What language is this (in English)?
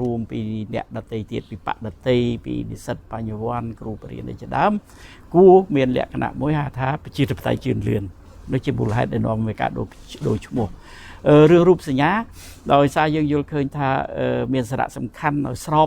Khmer